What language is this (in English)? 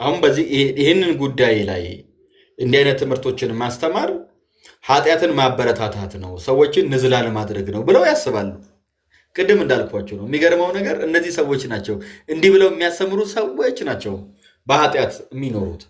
Amharic